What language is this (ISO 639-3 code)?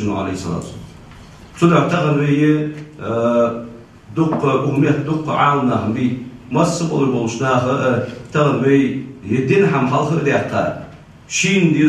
inh